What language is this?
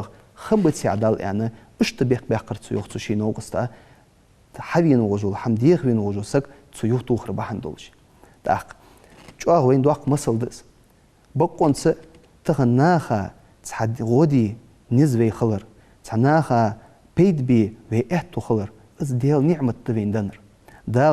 Ingush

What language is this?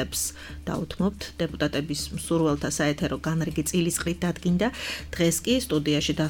Georgian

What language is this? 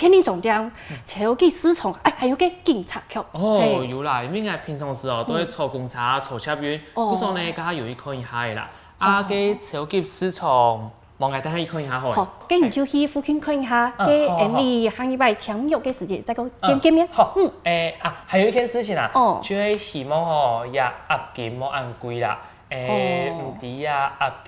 Hakka Chinese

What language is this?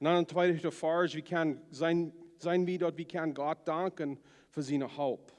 Plautdietsch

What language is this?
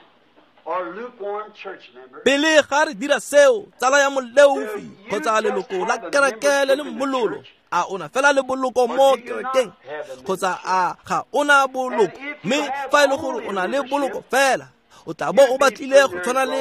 Tswana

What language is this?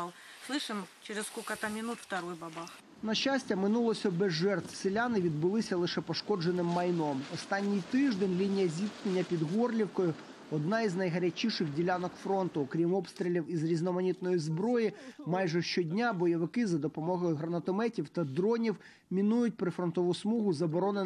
Ukrainian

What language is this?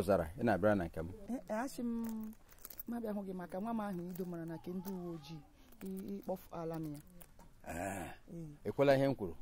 Igbo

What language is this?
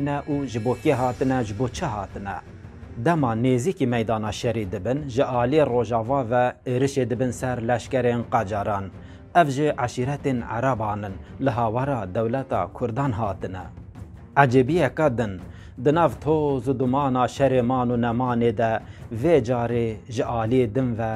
Kurdish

